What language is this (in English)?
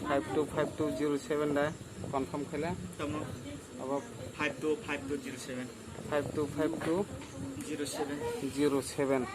Kok Borok